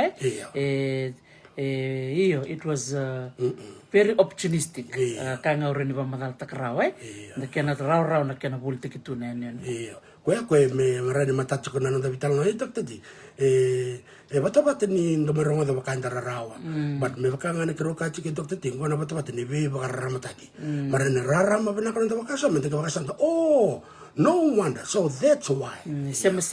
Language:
Fijian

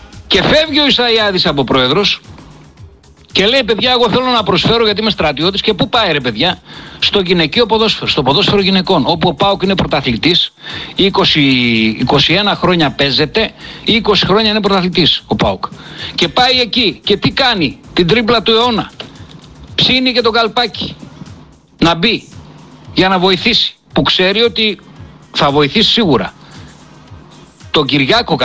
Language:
Greek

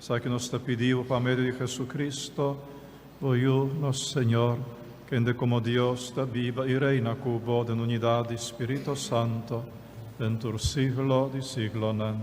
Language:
Papiamento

